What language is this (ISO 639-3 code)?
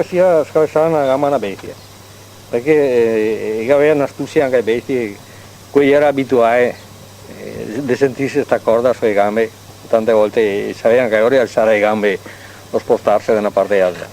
vec